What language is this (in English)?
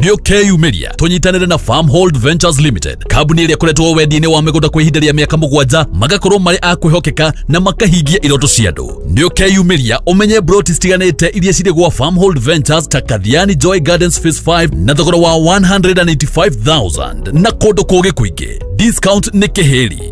Kikuyu